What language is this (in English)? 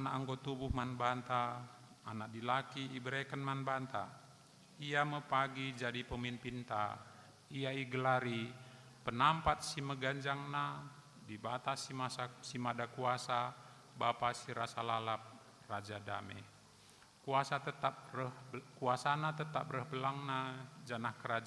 Batak Karo